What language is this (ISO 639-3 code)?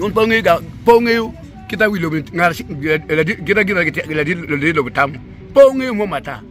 ach